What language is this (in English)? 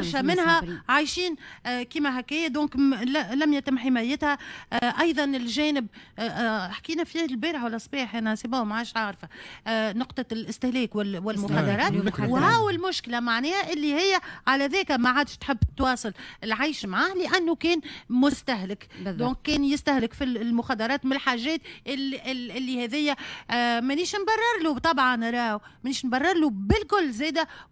Tunisian Arabic